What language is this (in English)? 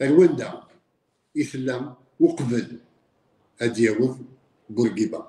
Kabyle